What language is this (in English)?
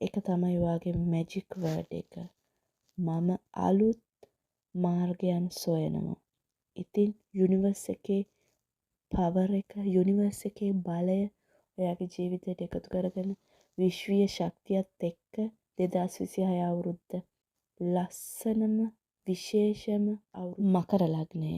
Sinhala